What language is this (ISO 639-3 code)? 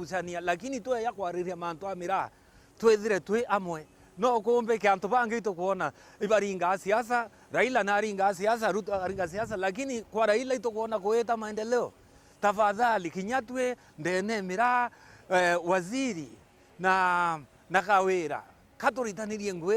mer